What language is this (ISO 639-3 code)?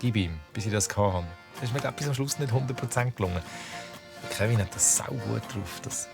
gsw